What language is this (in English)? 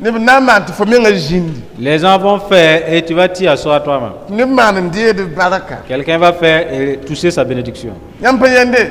Mossi